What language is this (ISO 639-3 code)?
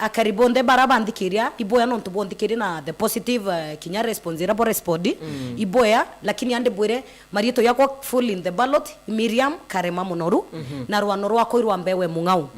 mer